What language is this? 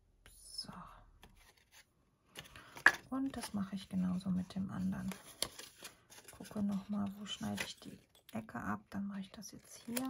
German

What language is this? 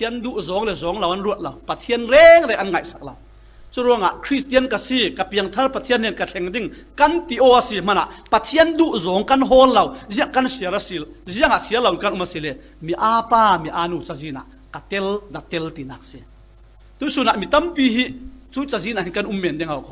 Falam Chin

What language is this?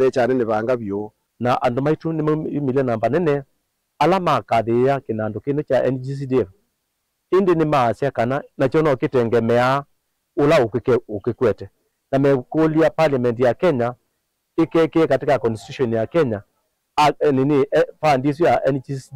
Kamba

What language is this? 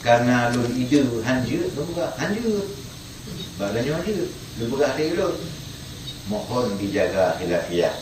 Achinese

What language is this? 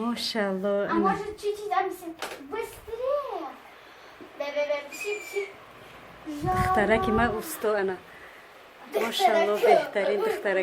Tajik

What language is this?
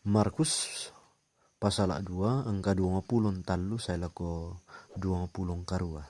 Toraja-Sa'dan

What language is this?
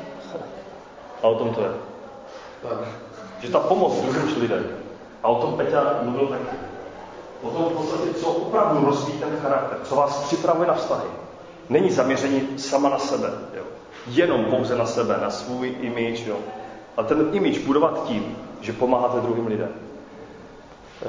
Czech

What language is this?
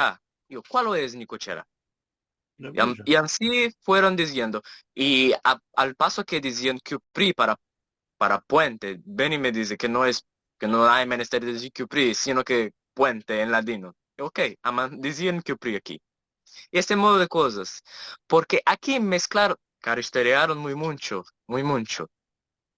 Ladino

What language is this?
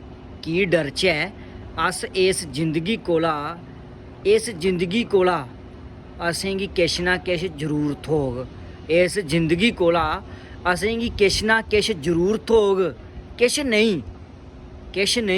Dogri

